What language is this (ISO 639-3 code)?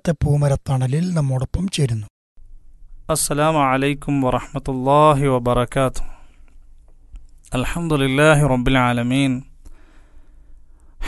mal